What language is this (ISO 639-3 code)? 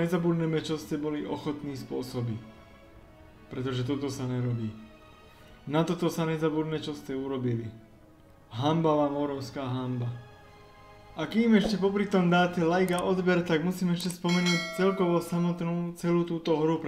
slk